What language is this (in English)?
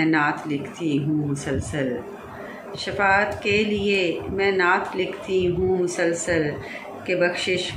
Urdu